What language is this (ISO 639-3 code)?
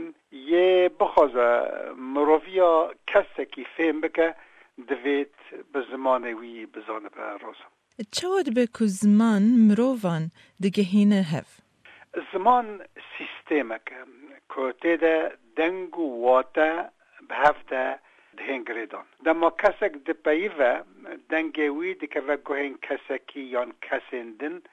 kur